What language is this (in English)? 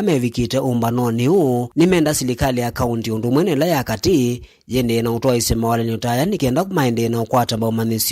Kamba